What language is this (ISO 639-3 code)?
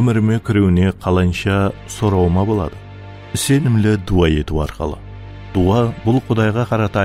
kaa